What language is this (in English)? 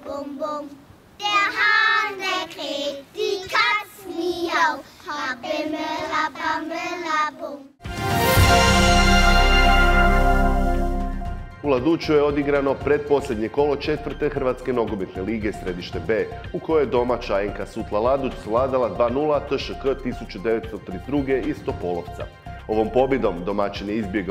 Croatian